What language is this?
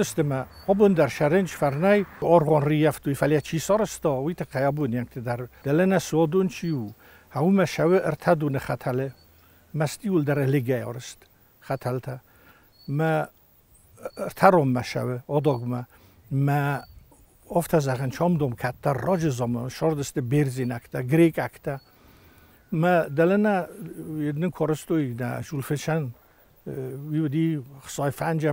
Ossetic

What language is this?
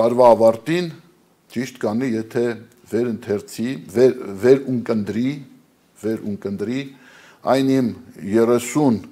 Armenian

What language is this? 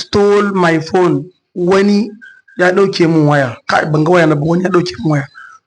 Hausa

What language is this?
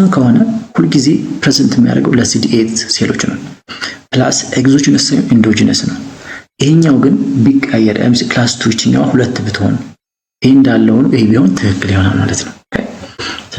Amharic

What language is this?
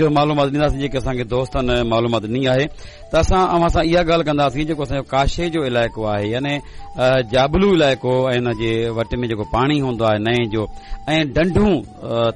Sindhi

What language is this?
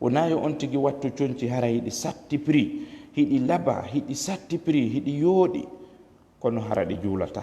Fula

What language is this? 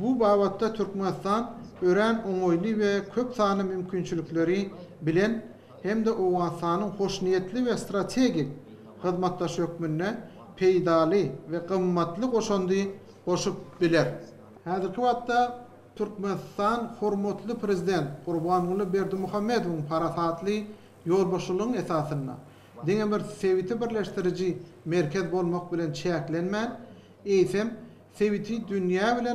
Turkmen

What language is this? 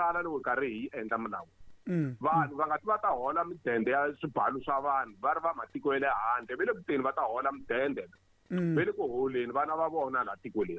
Tsonga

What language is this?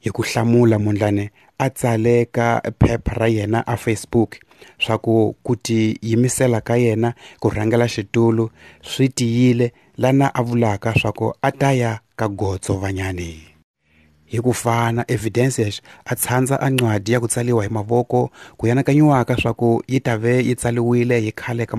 Tsonga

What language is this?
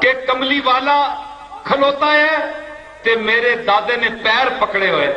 Saraiki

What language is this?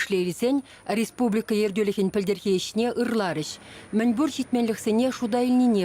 Chuvash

